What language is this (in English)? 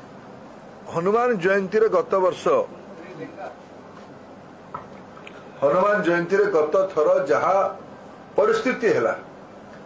Odia